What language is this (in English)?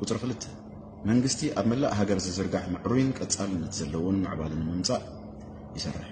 Tigrinya